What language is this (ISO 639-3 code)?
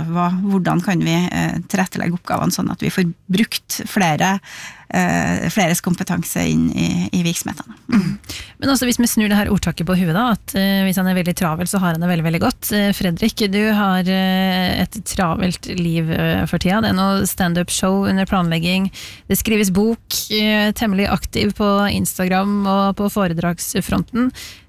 nor